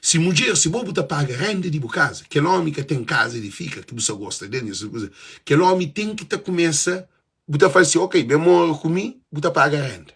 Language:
Kabuverdianu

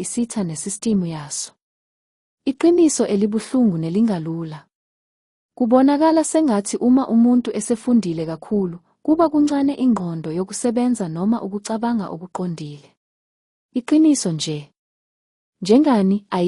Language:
Zulu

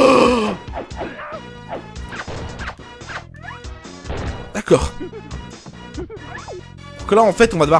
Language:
French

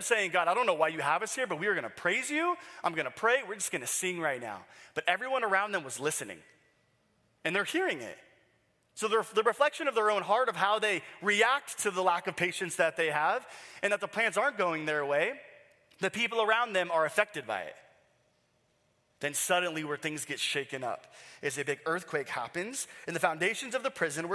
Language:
English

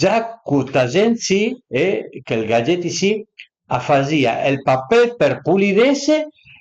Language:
Piedmontese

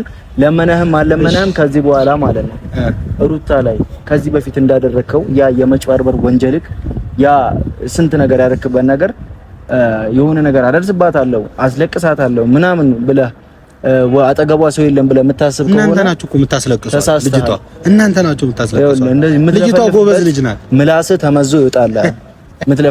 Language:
Amharic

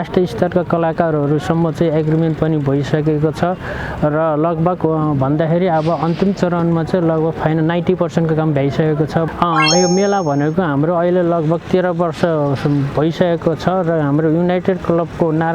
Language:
Nepali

